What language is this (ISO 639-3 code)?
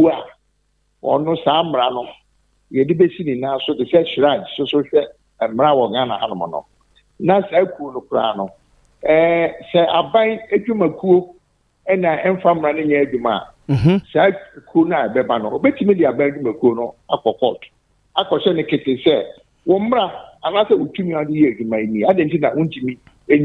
aka